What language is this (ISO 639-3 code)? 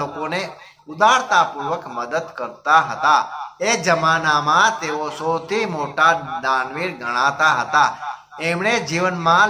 guj